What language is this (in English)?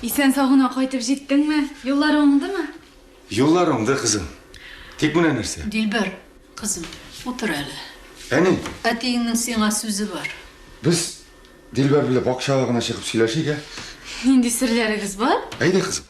Tatar